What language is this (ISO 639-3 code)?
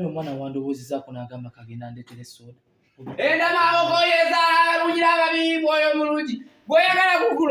lug